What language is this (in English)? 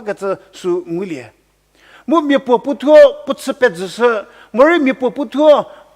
Angami Naga